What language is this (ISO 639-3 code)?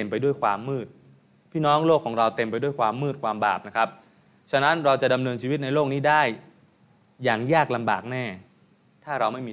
tha